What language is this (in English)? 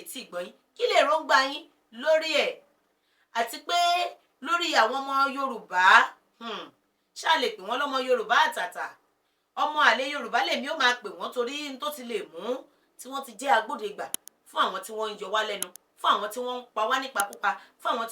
Yoruba